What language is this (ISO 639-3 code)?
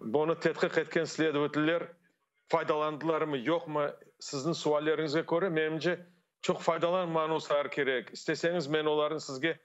crh